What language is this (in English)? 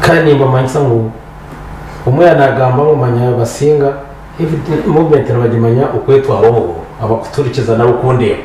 Nyankole